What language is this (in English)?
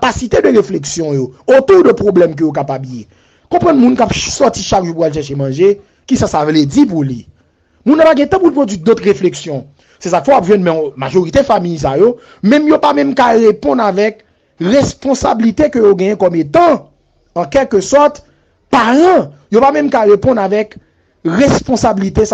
Haitian Creole